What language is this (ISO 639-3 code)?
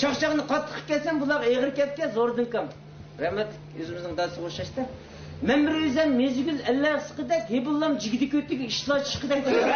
uig